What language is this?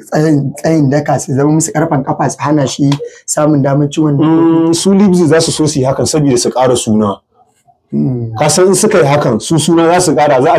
Hausa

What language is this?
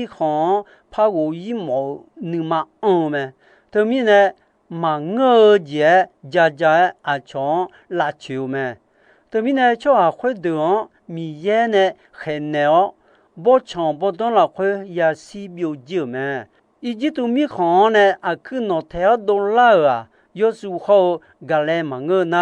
Akha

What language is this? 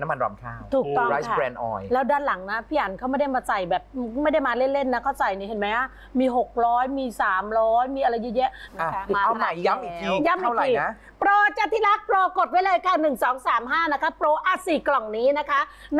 Thai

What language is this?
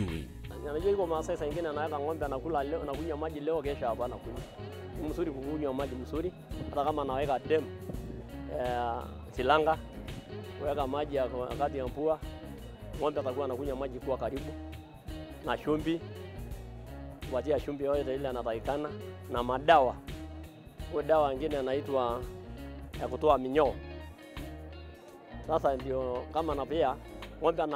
Swahili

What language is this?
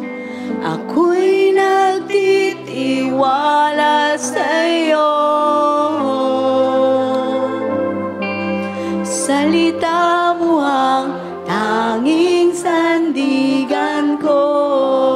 Filipino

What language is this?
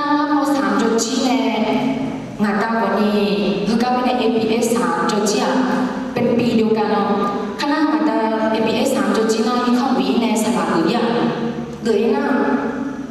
Akha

